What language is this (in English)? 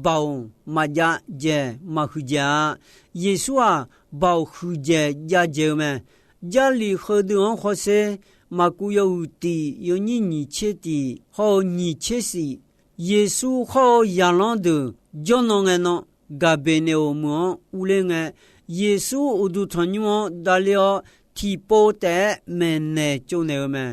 Akha